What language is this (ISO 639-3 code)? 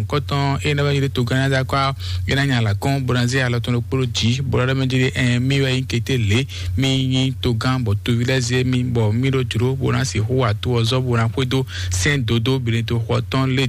fon